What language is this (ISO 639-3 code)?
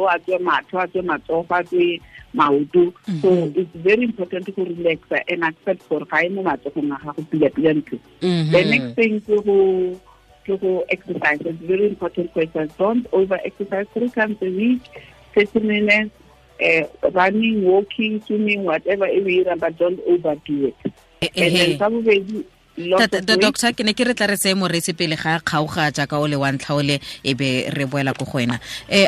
tsn